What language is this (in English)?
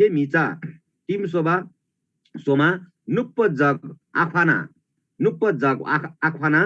Eastern Tamang